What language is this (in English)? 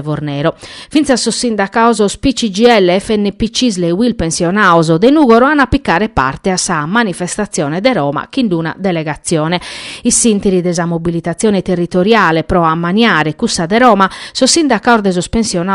Sardinian